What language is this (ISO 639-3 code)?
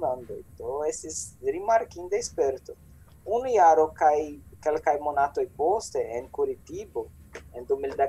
epo